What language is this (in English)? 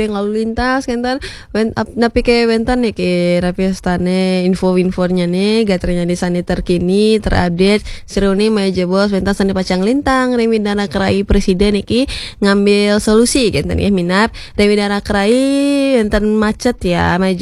Balinese